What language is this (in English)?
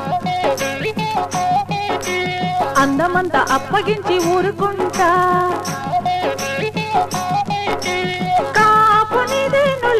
Telugu